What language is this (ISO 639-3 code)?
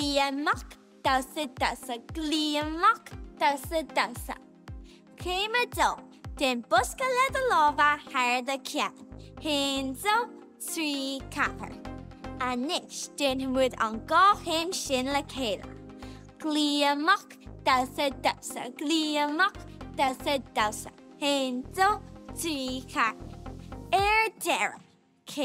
gle